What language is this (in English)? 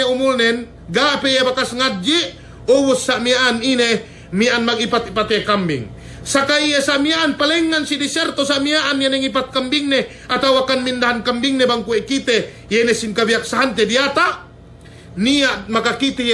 Yakan